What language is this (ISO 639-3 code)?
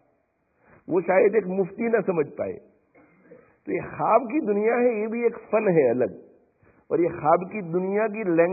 urd